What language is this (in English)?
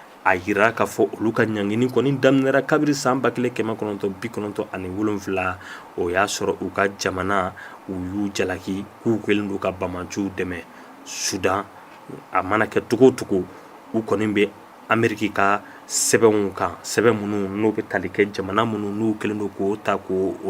Bambara